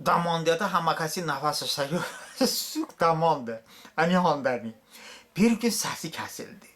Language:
Talysh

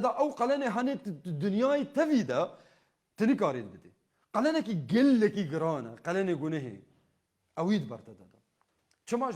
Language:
Kurdish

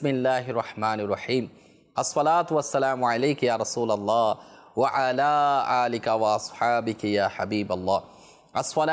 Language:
Bangla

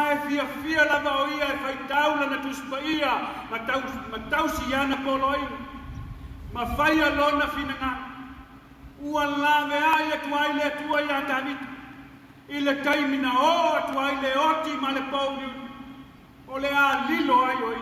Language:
Samoan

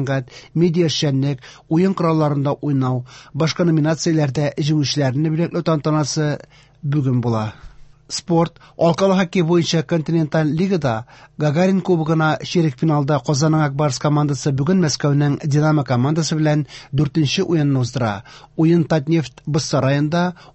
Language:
Tatar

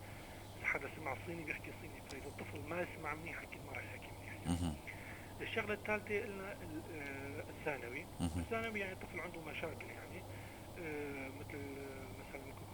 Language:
North Levantine Arabic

